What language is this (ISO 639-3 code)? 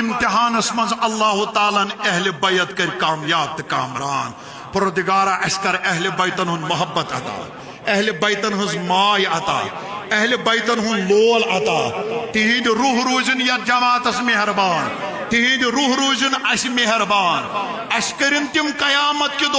kas